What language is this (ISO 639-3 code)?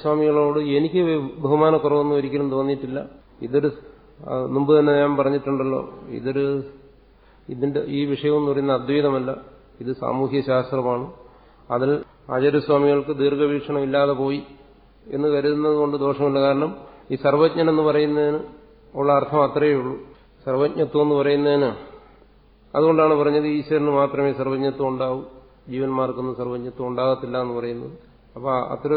mal